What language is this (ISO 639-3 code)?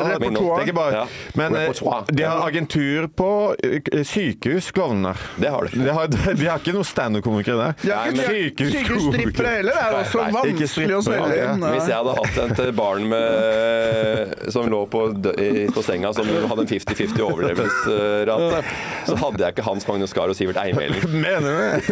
nor